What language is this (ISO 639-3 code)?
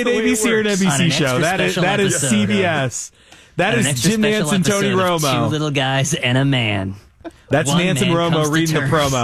eng